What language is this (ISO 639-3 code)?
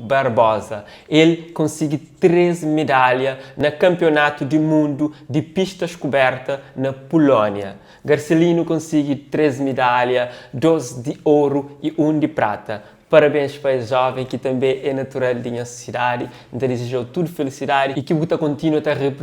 kea